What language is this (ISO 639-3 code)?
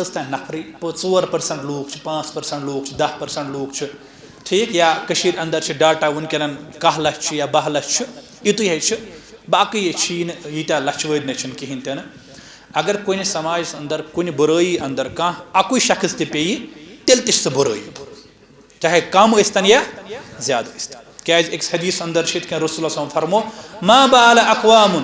kas